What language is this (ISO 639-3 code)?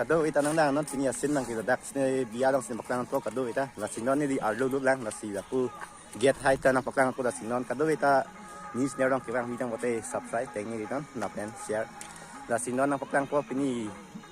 mjw